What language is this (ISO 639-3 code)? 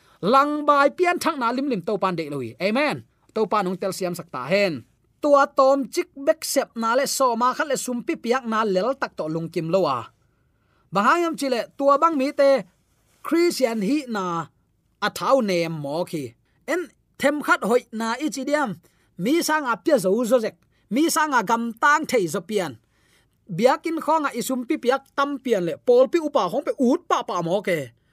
ctd